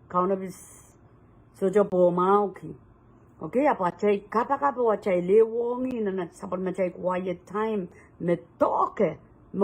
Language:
Pohnpeian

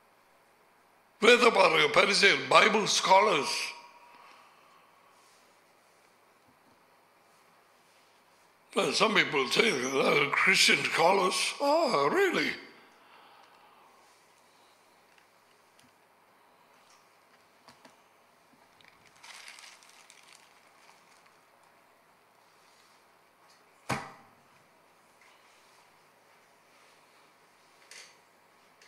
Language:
Tamil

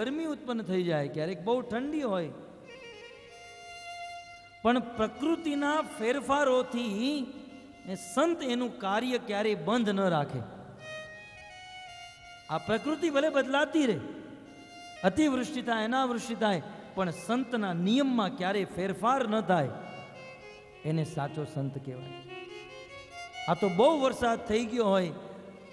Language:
Gujarati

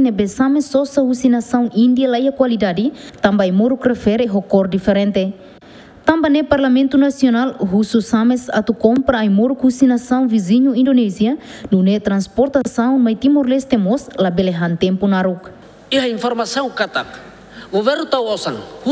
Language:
Tetum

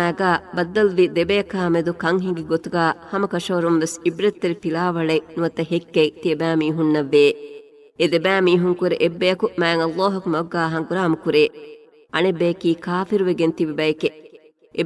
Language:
Divehi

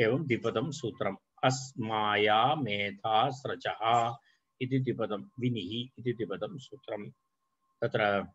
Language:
Sanskrit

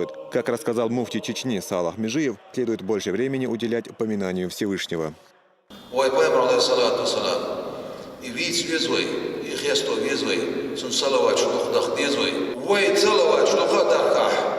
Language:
Chechen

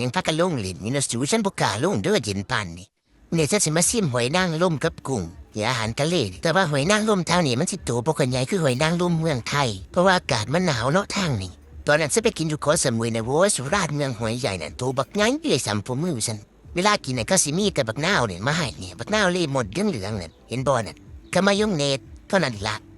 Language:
Northeastern Thai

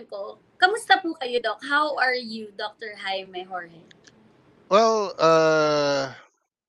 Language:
Filipino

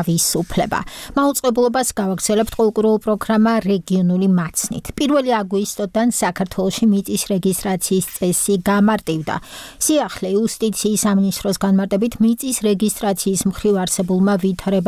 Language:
Georgian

